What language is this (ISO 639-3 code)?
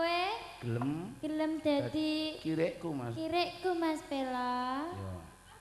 jav